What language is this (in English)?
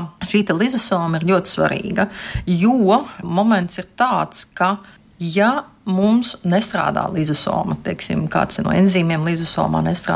Latvian